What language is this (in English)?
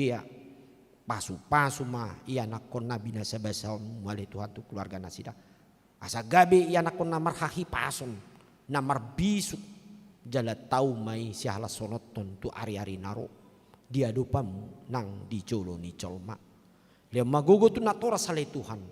Batak Toba